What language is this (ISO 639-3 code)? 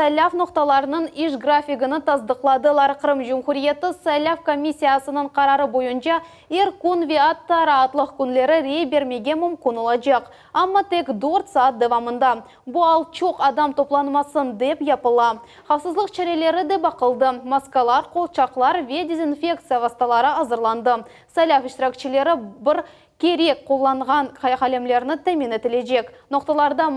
crh